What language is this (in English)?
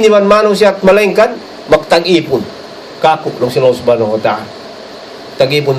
Tausug